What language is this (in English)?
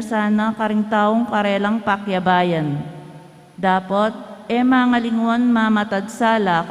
Pampanga